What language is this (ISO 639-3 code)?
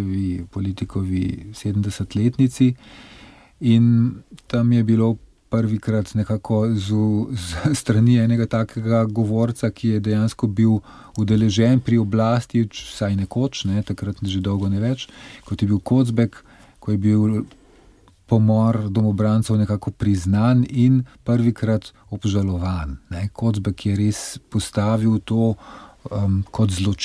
slv